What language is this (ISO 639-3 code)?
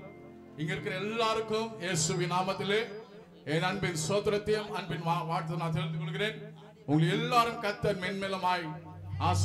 tam